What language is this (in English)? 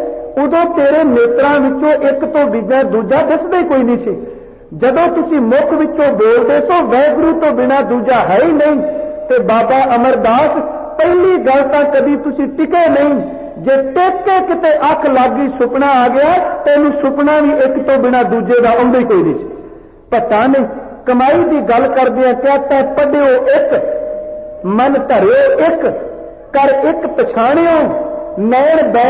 Punjabi